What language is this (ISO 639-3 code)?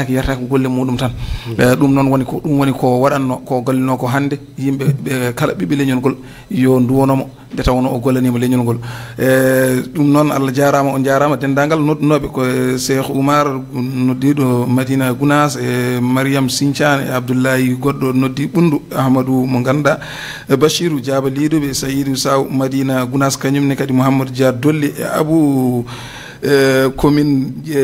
ful